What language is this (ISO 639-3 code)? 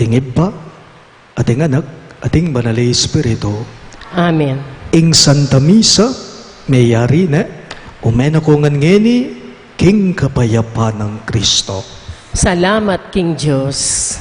pam